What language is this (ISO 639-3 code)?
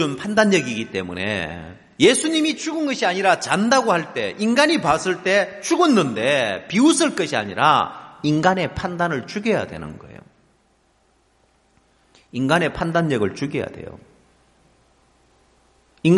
kor